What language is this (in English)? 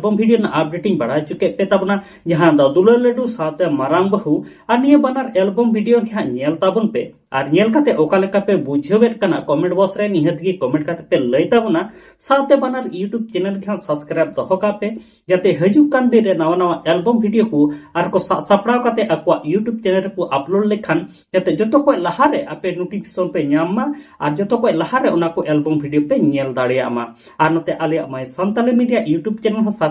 Santali